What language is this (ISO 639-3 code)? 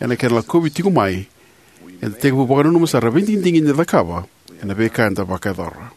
fij